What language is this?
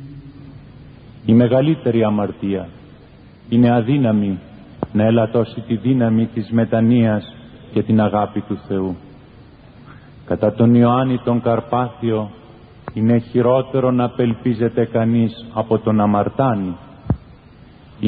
Greek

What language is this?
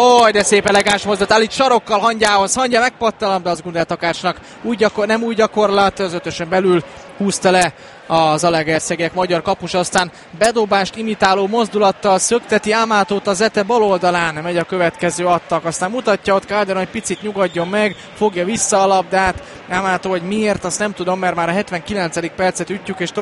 Hungarian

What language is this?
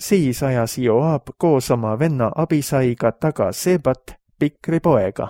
Estonian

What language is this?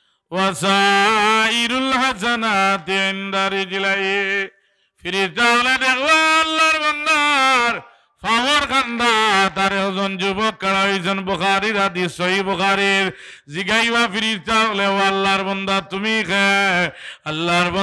Sylheti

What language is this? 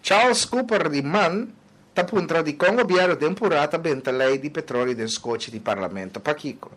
Papiamento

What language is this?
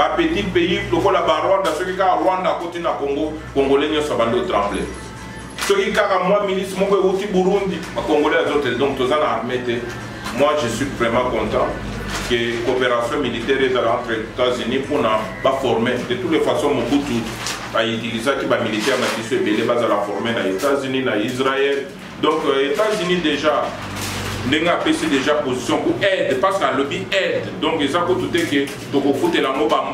Lingala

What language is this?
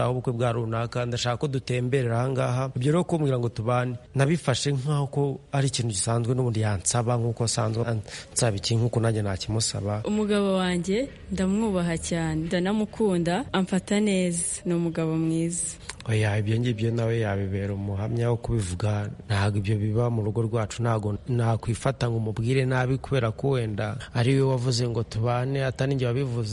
Kinyarwanda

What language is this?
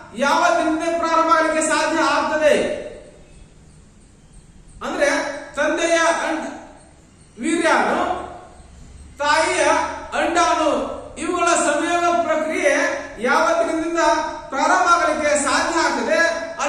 Kannada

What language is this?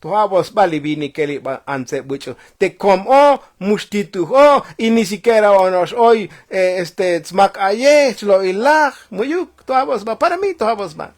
Tzotzil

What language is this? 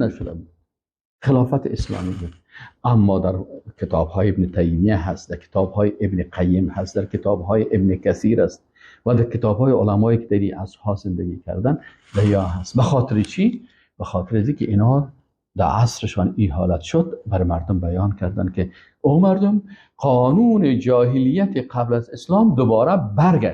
Persian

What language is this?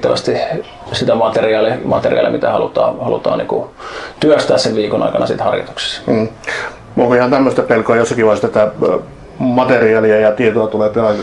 Finnish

